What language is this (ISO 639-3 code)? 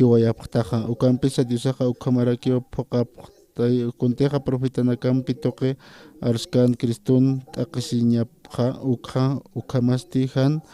aym